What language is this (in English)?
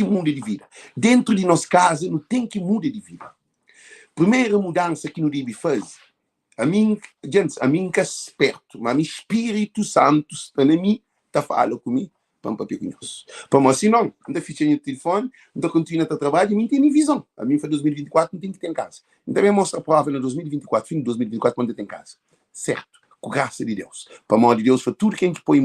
Kabuverdianu